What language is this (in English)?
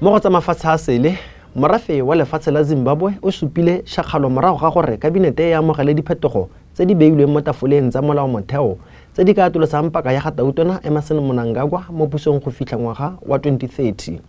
Tswana